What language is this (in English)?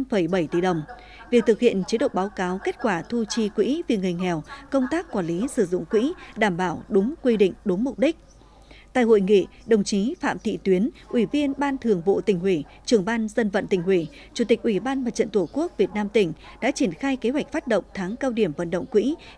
Vietnamese